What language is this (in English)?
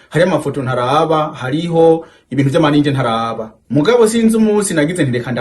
Rundi